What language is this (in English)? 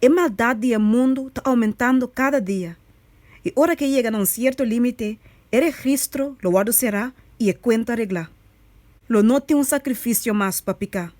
Papiamento